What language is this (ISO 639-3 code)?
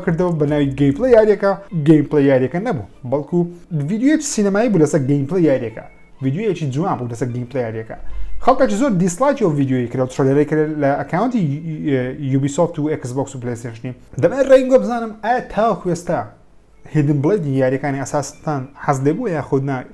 ckb